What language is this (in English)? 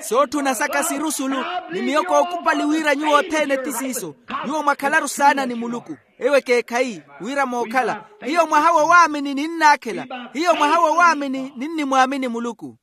Makhuwa